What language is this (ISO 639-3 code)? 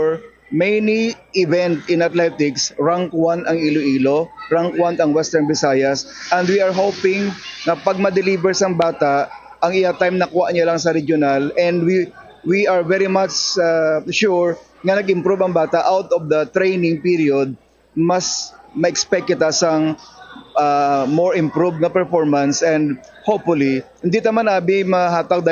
hil